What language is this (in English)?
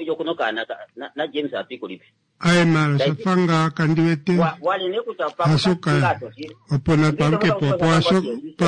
Kuanyama